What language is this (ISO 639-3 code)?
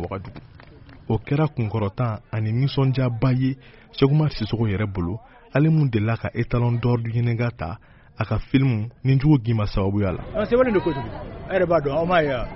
bam